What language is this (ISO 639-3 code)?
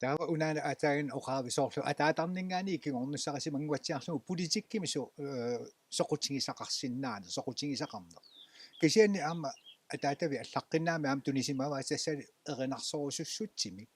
kal